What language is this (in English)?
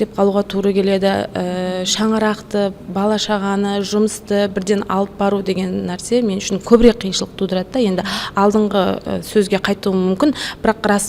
Kara-Kalpak